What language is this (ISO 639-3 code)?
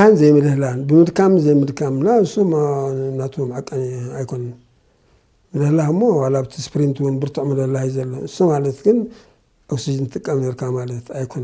tir